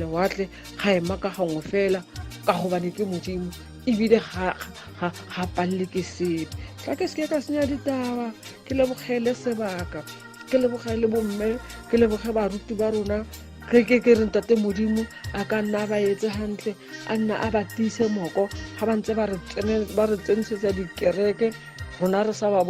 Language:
Tswana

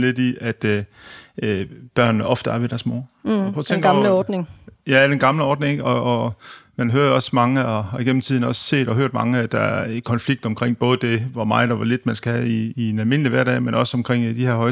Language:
Danish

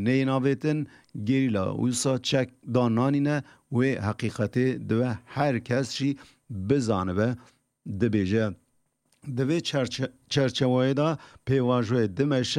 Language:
Kurdish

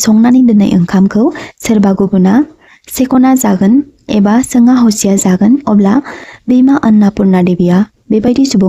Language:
Bodo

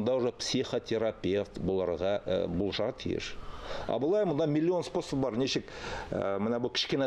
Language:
Tatar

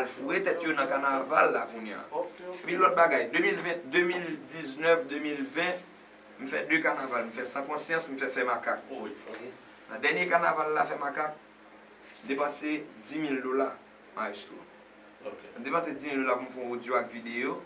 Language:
Haitian Creole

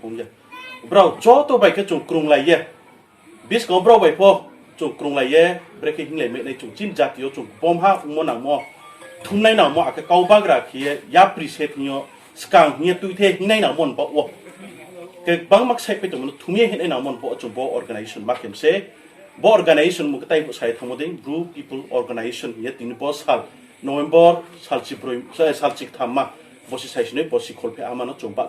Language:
Riang (India)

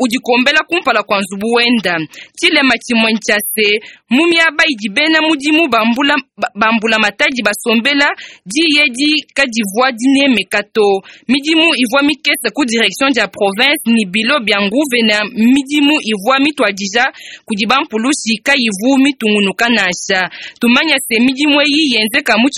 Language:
Luba-Lulua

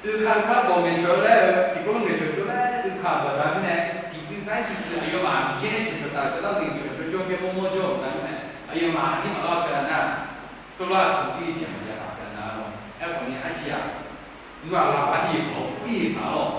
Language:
Akha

